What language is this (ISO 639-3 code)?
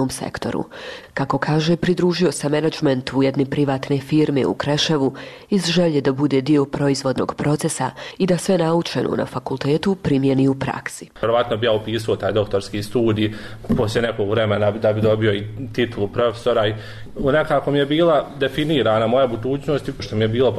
bos